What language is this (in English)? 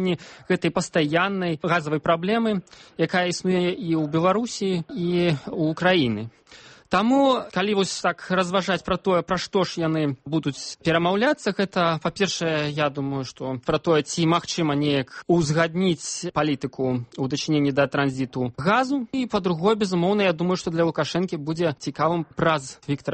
Belarusian